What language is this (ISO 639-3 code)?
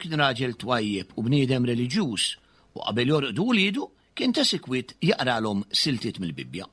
mlt